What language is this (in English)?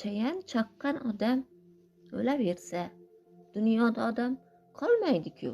Uzbek